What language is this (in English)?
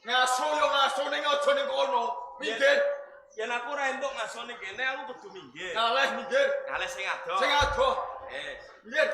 Javanese